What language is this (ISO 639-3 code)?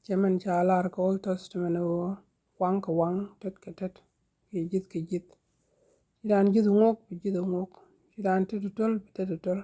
nus